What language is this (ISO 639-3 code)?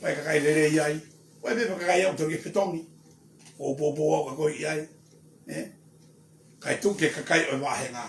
ton